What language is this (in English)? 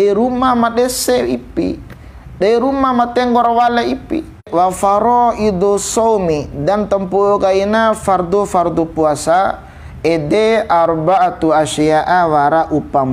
Bima